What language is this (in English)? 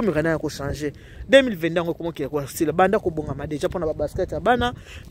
Lingala